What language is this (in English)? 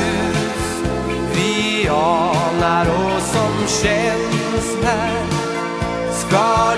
Swedish